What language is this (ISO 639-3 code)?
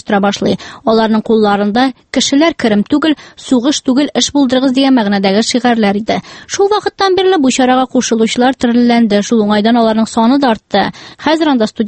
tat